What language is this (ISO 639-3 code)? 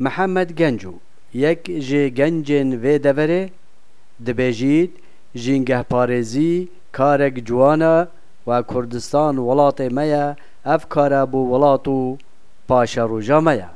kur